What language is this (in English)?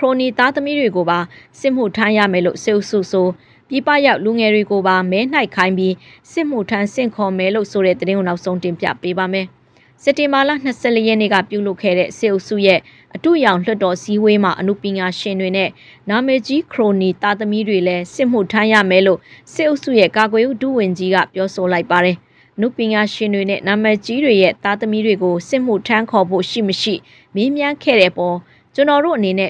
Burmese